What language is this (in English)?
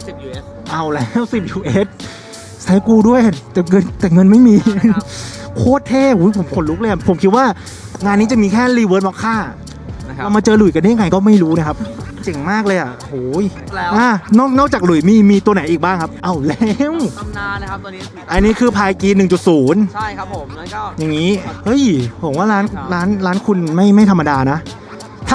Thai